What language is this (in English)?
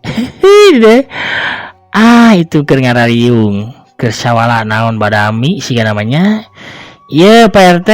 Sundanese